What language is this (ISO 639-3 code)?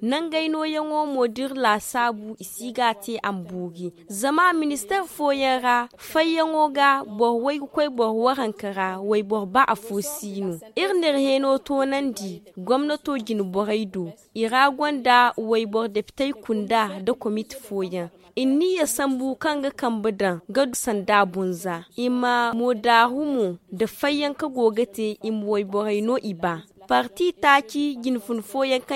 dje